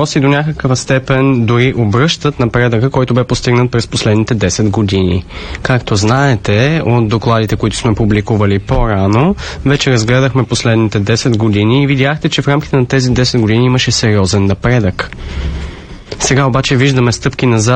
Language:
Bulgarian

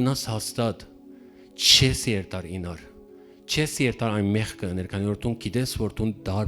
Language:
Western Armenian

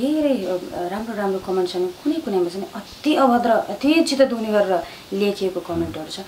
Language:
Nepali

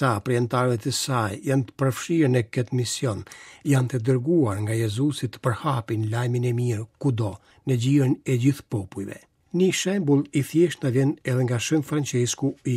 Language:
Albanian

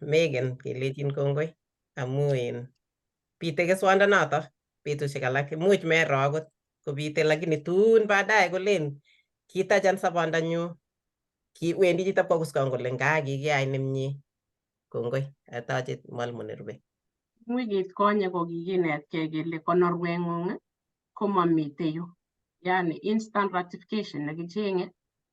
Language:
Kalenjin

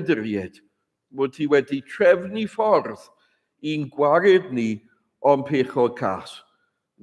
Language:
Welsh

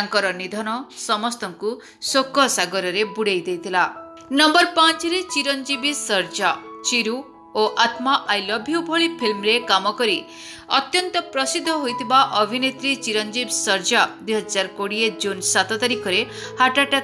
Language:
Odia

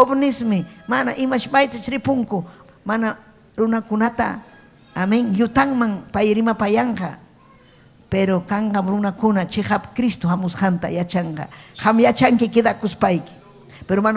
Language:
Ayacucho Quechua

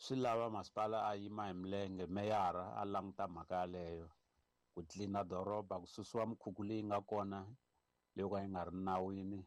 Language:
Tsonga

